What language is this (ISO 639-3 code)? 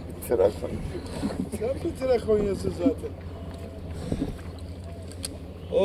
tur